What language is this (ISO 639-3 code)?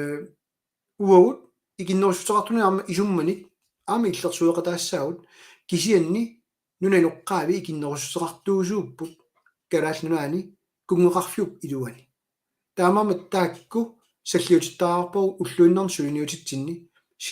kal